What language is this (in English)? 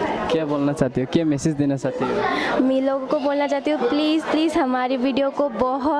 Kok Borok